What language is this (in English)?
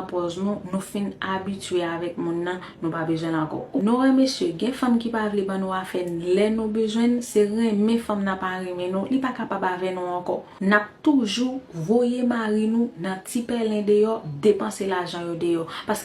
Haitian Creole